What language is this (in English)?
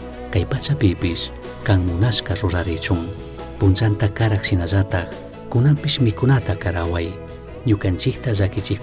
Chimborazo Highland Quichua